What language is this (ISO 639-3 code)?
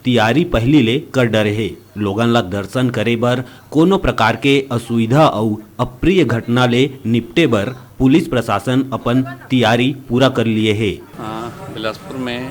hne